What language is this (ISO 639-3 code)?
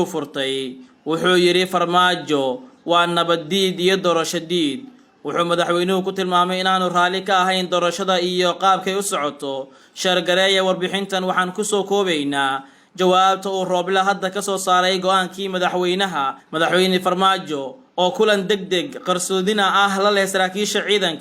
som